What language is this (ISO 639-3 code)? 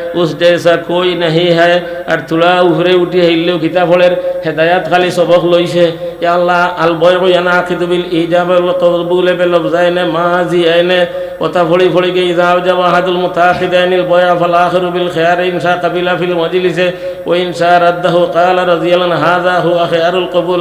syl